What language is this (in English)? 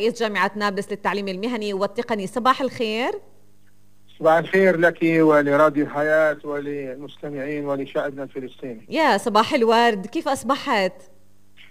North Levantine Arabic